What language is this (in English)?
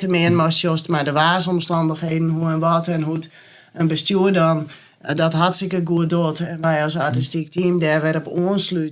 Western Frisian